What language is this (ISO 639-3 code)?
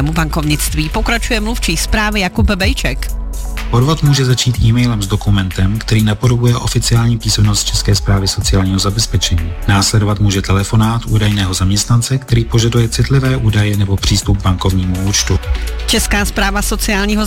ces